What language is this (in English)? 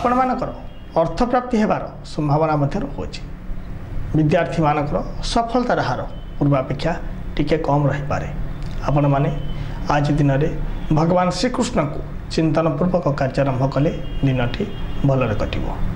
Odia